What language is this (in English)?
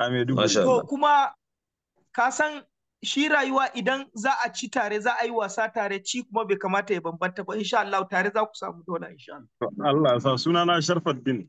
Hausa